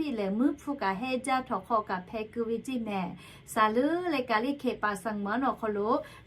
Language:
Lahu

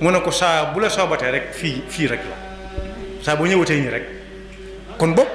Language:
Wolof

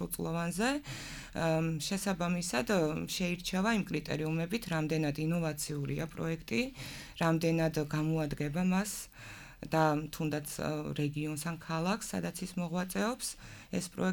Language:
Georgian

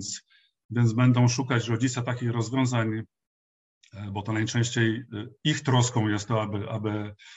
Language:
Polish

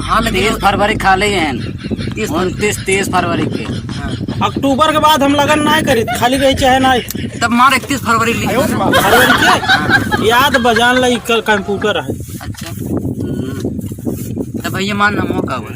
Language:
Awadhi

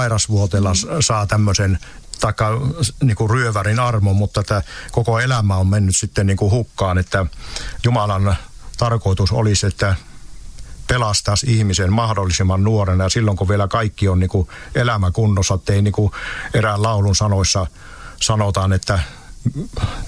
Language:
Finnish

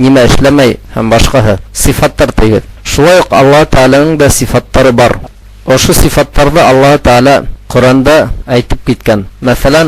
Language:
Bashkir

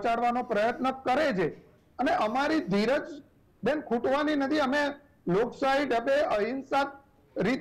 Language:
Gujarati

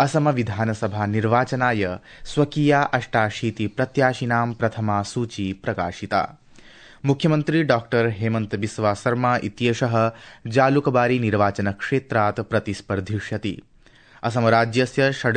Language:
Sanskrit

